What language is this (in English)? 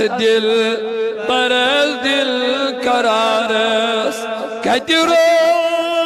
Kashmiri